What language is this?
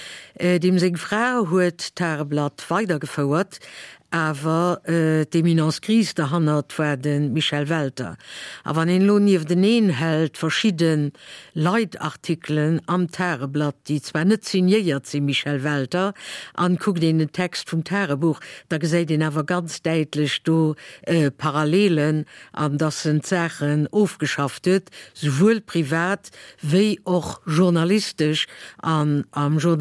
Luxembourgish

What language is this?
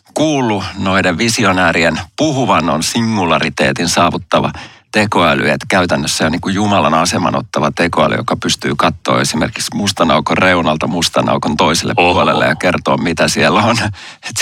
Finnish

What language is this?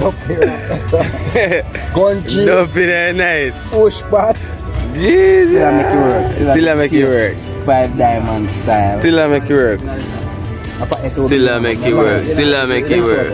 Jamaican Creole English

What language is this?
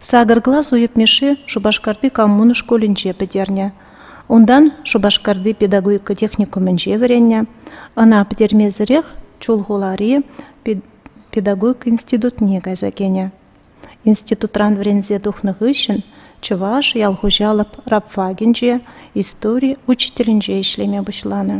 Chuvash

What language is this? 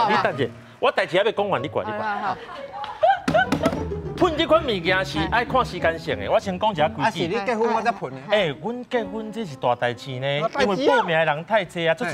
Min Nan Chinese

